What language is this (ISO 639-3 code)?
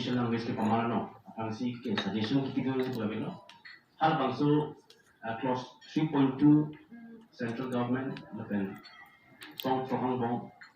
mjw